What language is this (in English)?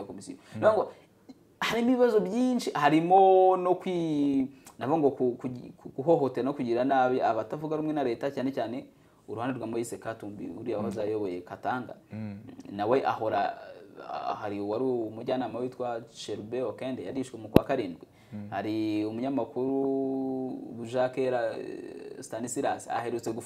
Kinyarwanda